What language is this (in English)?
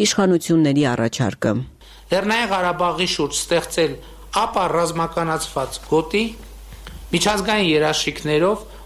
Armenian